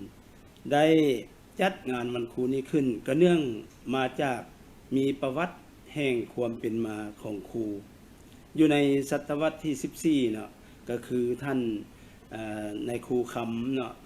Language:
Lao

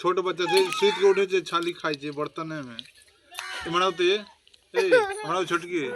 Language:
Maithili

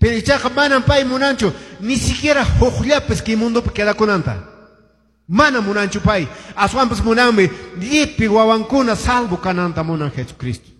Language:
Quechua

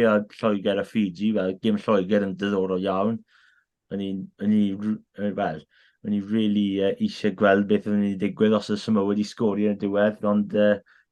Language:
Welsh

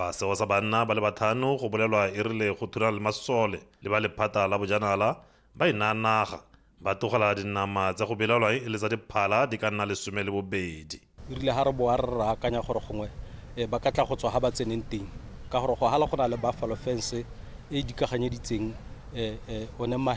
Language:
Tswana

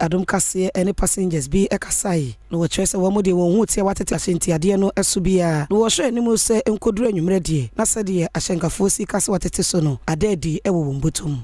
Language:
Akan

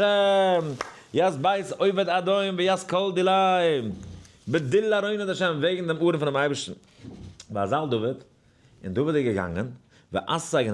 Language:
Yiddish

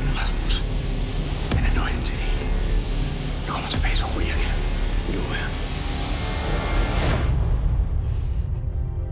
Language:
Danish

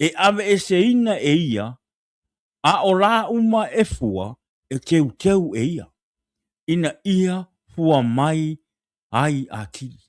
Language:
Samoan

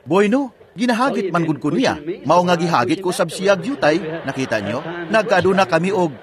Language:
Cebuano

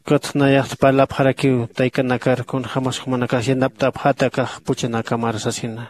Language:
Aymara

